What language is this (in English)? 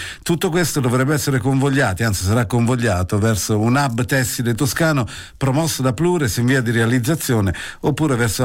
Italian